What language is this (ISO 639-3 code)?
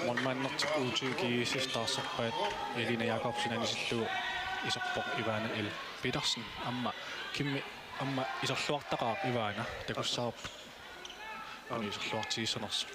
kal